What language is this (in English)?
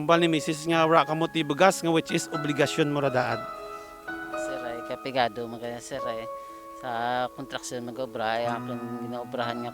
Kinaray-a